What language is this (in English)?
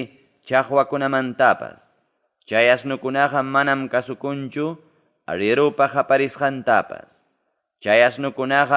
Ayacucho Quechua